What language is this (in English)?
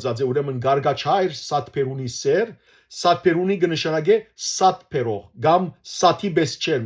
Western Armenian